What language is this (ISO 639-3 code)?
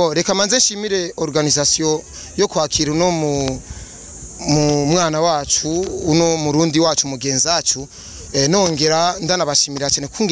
run